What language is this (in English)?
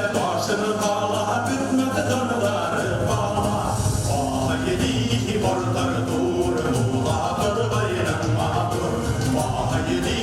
Bashkir